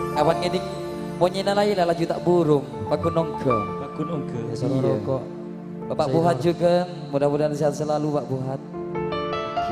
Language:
Madurese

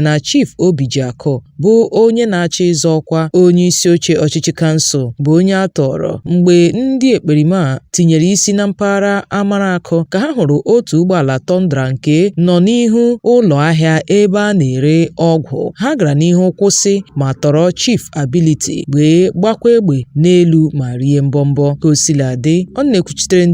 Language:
Igbo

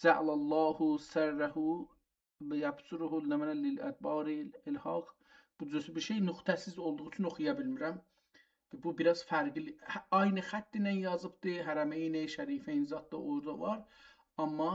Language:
South Azerbaijani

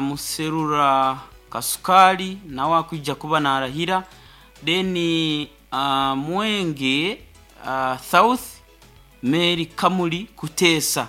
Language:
Nyankole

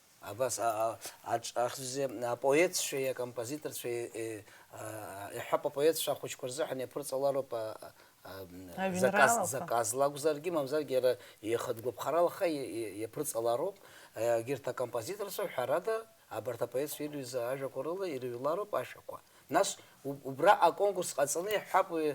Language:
Abkhazian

